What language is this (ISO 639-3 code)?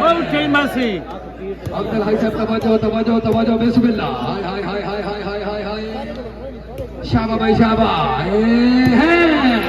skr